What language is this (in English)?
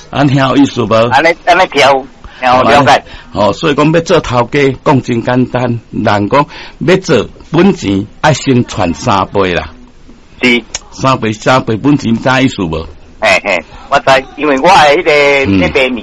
Min Nan Chinese